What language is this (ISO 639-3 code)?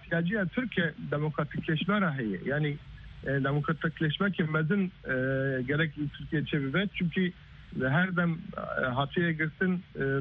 kur